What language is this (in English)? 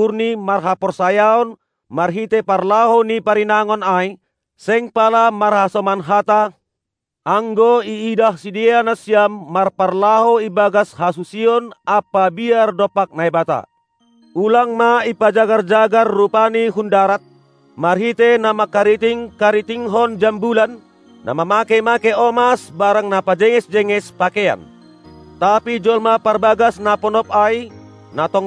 Batak Simalungun